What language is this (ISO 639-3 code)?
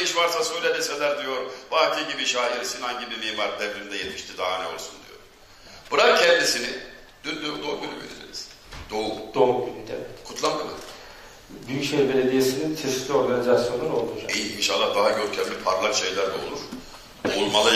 tur